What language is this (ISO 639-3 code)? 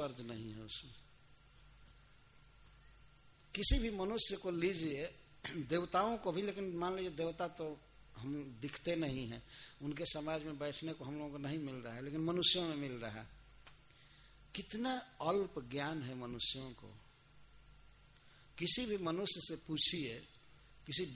hin